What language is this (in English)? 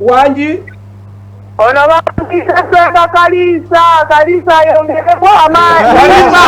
Ganda